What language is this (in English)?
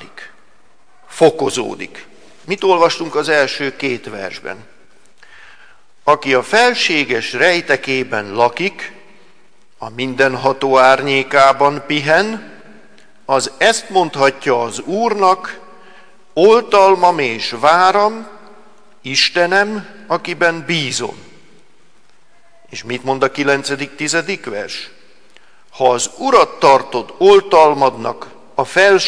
Hungarian